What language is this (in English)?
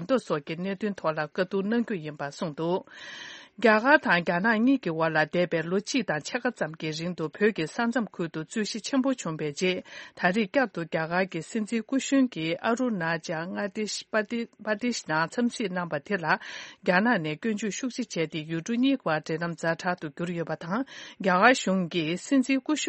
Tibetan